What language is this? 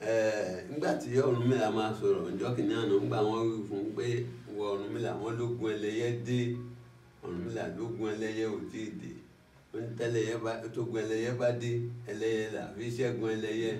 Yoruba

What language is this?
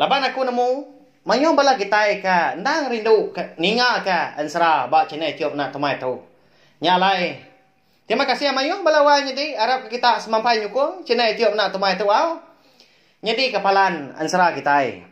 Iban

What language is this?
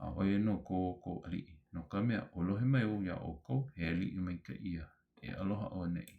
Hawaiian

